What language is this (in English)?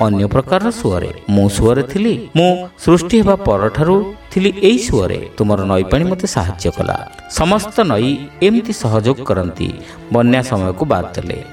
Odia